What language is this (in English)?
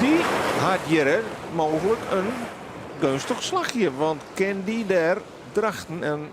Western Frisian